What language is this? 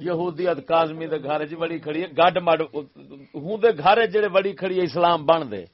Saraiki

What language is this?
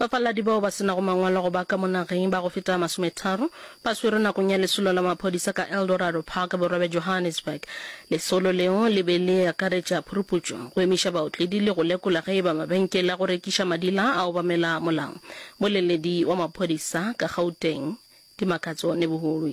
Northern Sotho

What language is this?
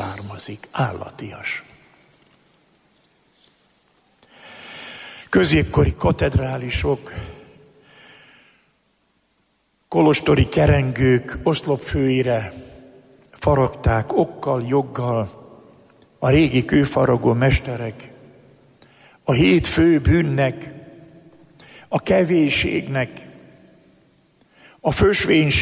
Hungarian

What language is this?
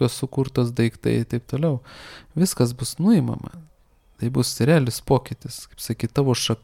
Lithuanian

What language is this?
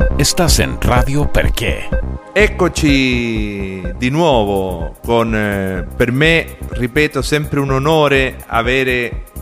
Italian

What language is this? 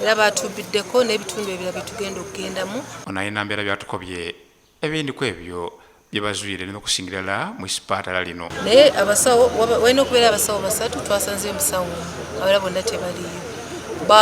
Soga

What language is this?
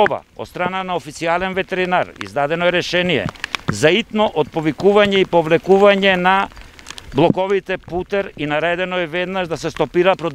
Macedonian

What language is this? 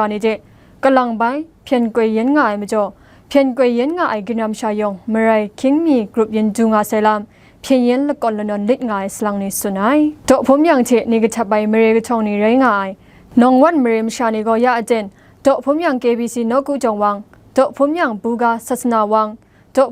Kachin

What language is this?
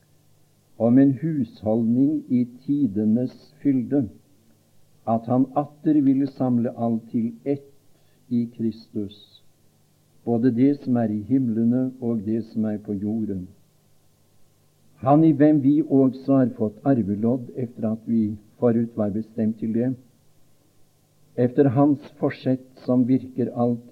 Norwegian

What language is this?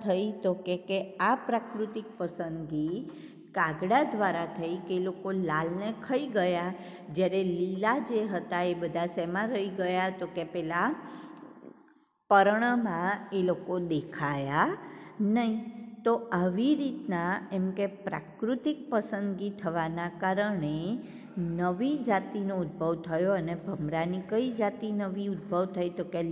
Gujarati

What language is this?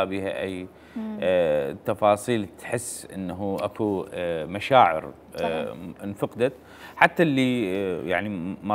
Mesopotamian Arabic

